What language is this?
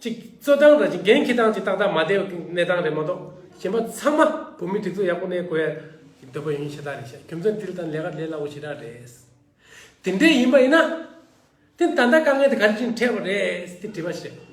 Tibetan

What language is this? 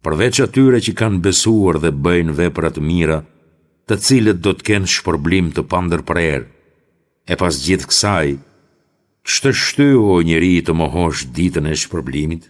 Albanian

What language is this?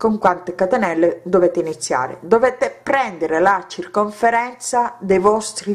Italian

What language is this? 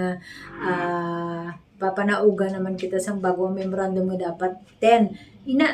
Hiligaynon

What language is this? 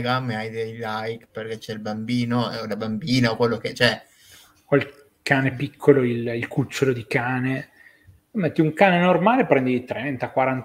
Italian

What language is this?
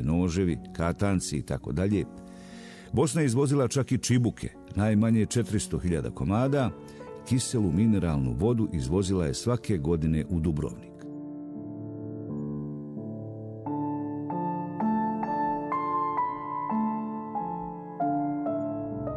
Bosnian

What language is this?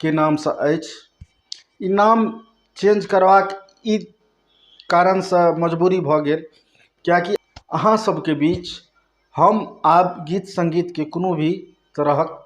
Maithili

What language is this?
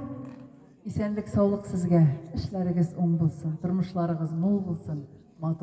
Tatar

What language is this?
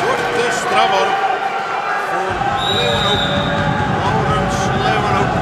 Western Frisian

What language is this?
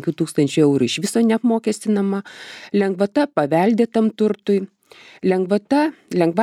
Lithuanian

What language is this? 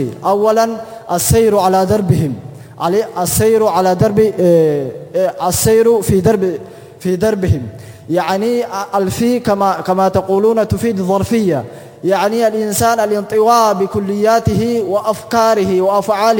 Arabic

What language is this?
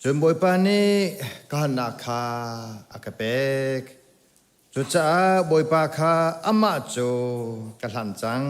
Hakha Chin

